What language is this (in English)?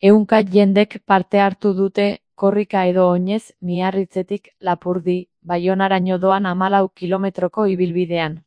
Basque